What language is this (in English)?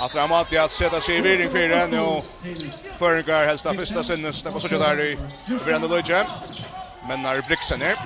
Faroese